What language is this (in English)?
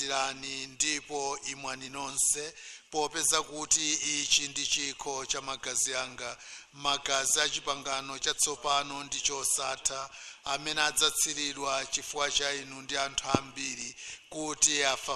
Nyanja